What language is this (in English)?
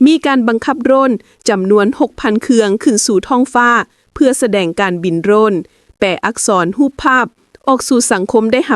Lao